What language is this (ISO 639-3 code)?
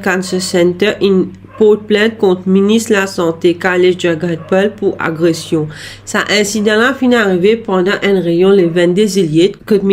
mfe